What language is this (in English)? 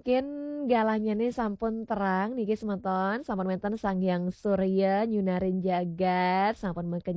Balinese